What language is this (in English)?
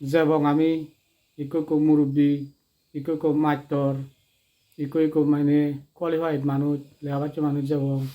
Chakma